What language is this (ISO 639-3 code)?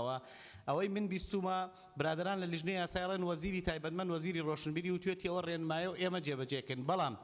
ckb